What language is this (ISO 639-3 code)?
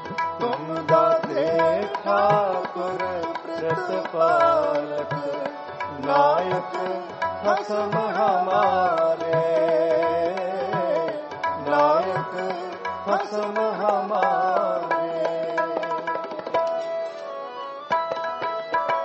pan